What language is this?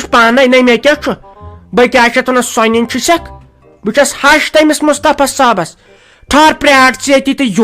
Kashmiri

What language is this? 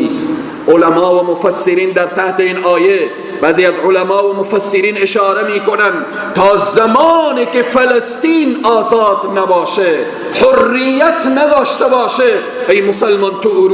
Persian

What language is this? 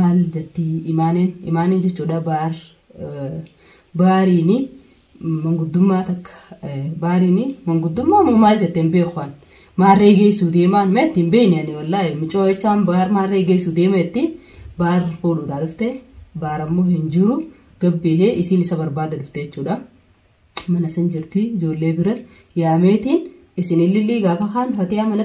Oromo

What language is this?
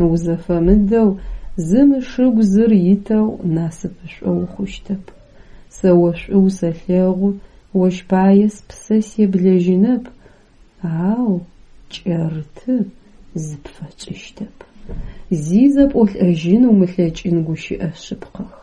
Adyghe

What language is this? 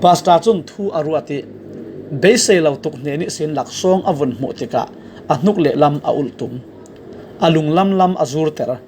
Falam Chin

